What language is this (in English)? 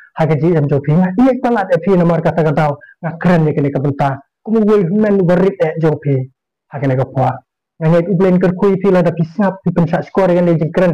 Khasi